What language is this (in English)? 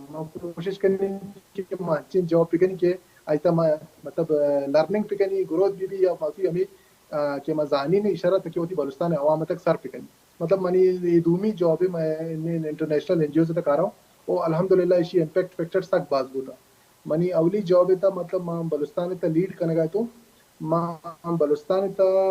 Baluchi